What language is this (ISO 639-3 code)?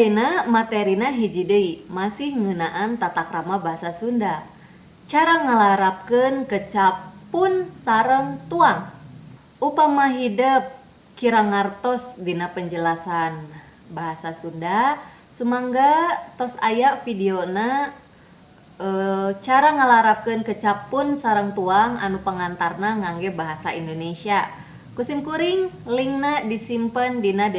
sun